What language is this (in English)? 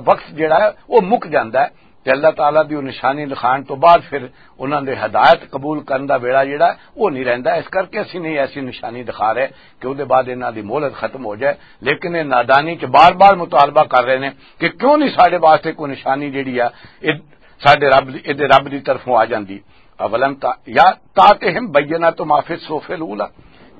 Western Panjabi